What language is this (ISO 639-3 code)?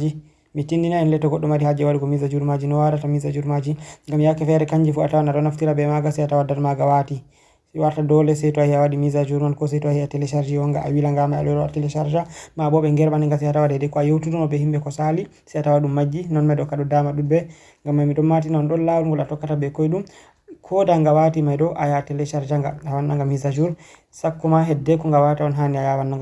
ful